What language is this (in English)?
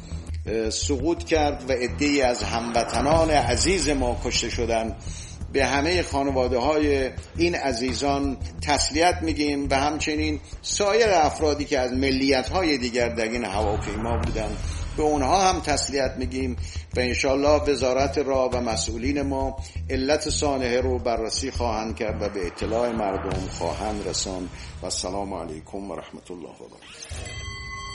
Persian